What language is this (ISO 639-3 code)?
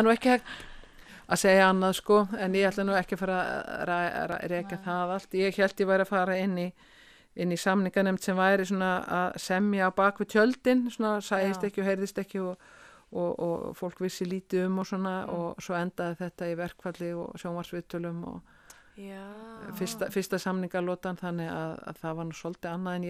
isl